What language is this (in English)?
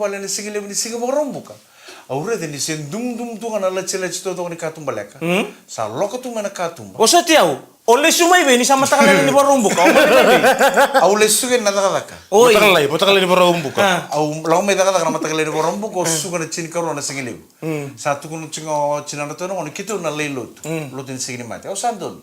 Fijian